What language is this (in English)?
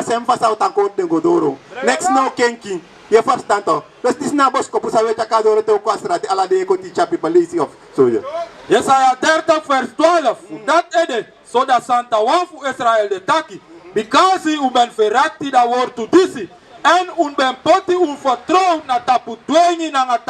Sranan Tongo